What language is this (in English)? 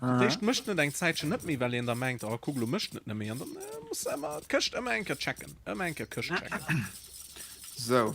Luxembourgish